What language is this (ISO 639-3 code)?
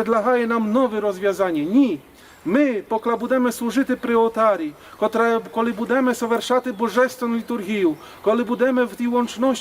rue